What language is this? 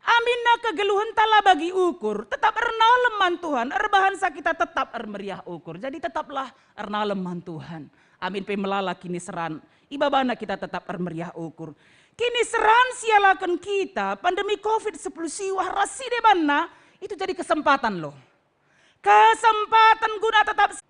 Batak Karo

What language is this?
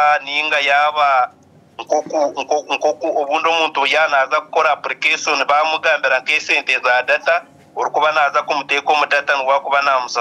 Nyankole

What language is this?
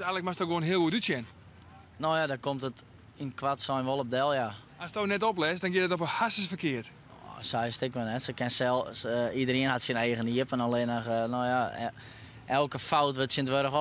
Western Frisian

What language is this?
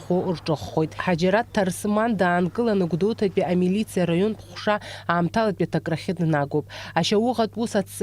Abkhazian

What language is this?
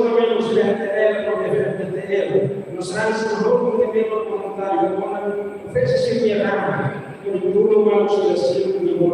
Tetum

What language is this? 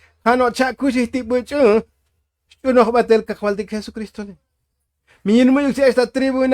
Tzotzil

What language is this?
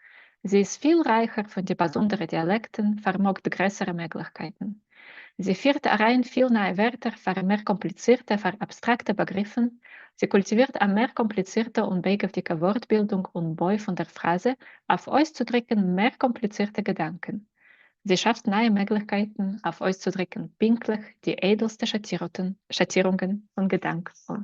Yiddish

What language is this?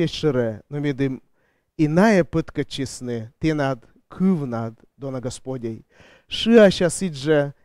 Komi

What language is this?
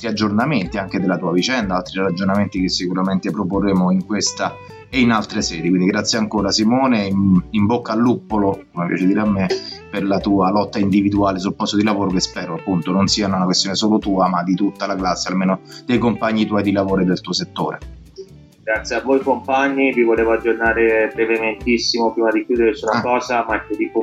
Italian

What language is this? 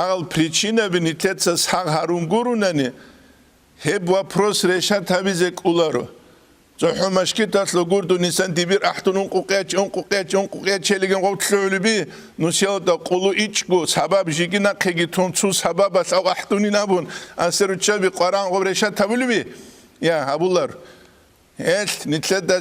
Avaric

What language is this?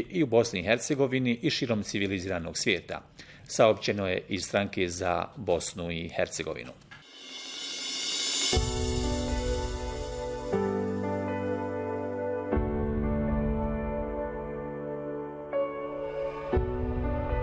Bosnian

